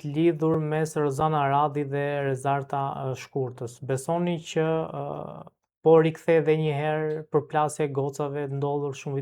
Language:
Albanian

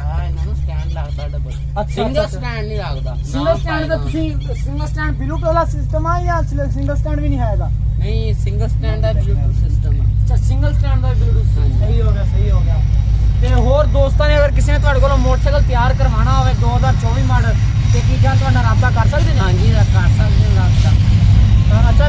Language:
Punjabi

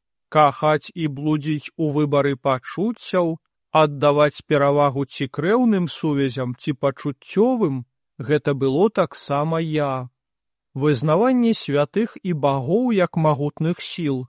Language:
Belarusian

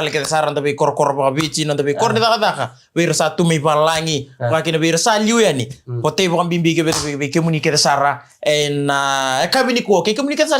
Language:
Fijian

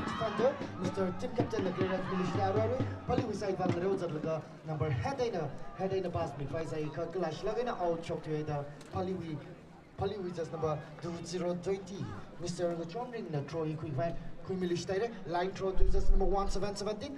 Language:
Tangkhul Naga (India)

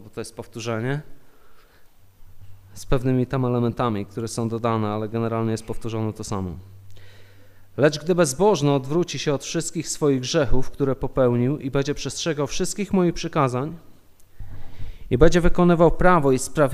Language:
Polish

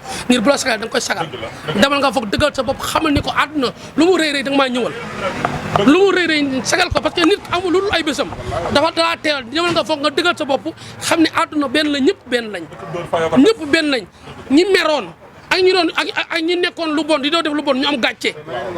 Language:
Wolof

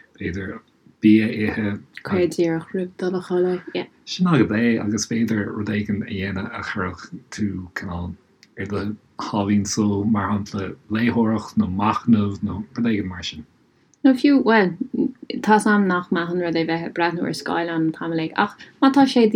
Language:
Irish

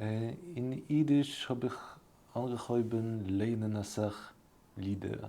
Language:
Yiddish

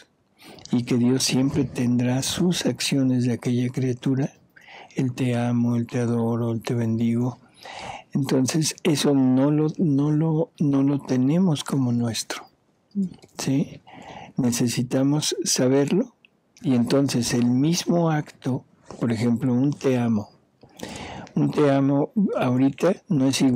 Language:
Spanish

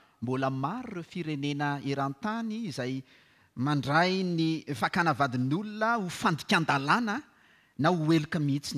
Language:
Malagasy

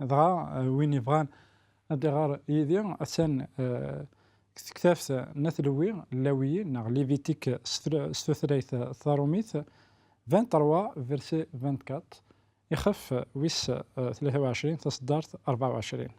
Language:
Kabyle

